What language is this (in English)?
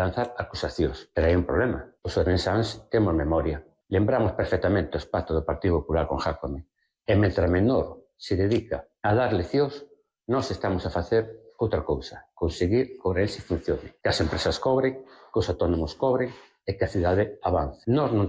Galician